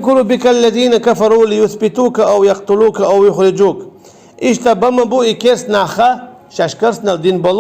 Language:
Chechen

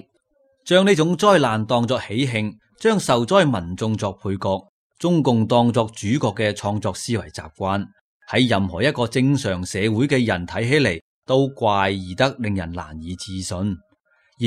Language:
Cantonese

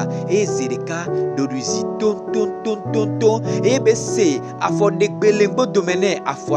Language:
Gen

